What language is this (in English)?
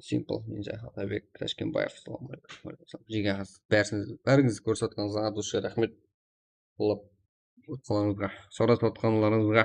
Kara-Kalpak